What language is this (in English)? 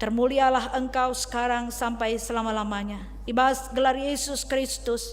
Batak Karo